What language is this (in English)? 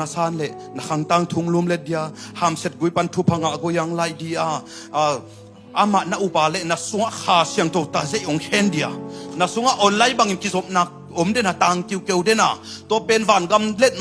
Tedim Chin